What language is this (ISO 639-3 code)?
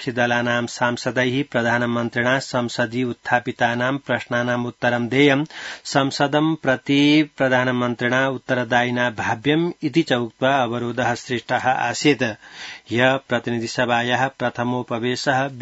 san